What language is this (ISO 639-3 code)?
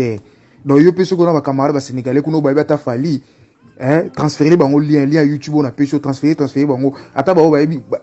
lin